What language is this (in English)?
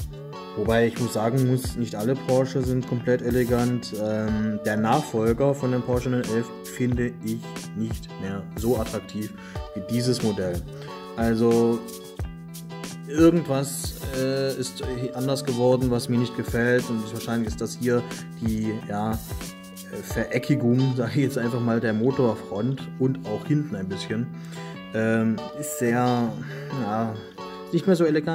German